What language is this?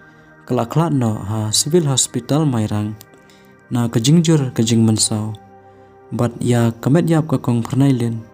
Khasi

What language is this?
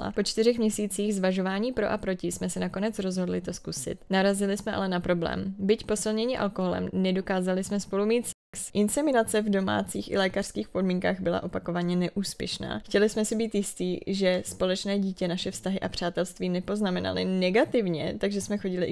Czech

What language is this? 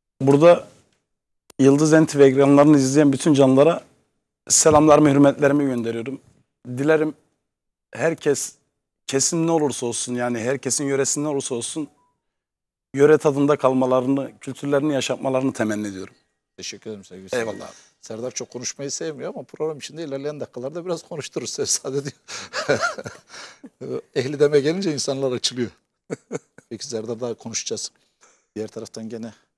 Turkish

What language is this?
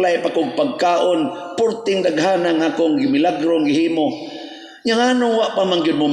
Cebuano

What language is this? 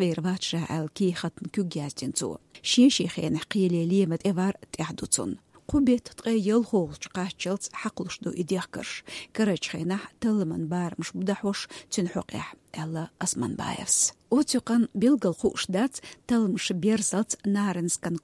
Chechen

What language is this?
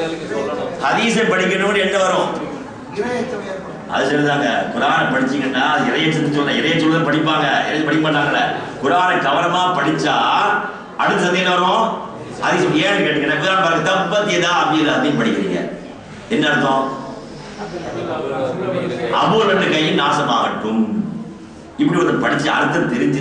Tamil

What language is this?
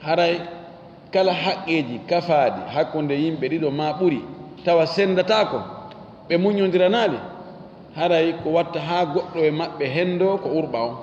Fula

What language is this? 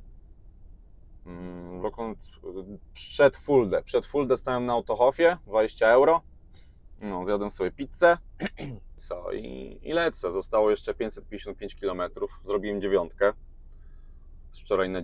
Polish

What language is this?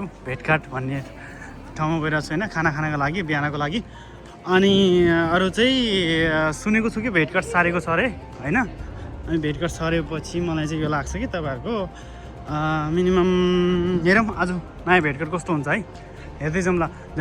Nepali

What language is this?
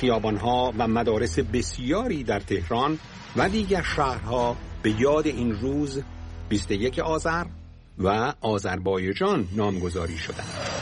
Persian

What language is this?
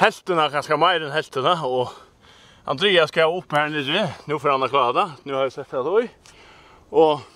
Faroese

